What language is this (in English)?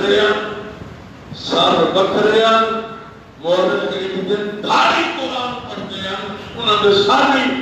Saraiki